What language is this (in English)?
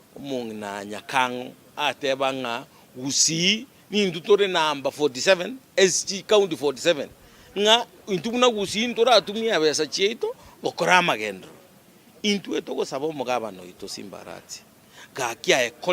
Gusii